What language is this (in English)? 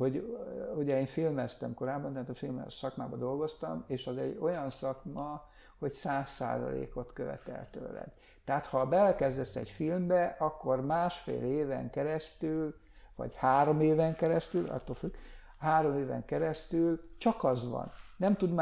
Hungarian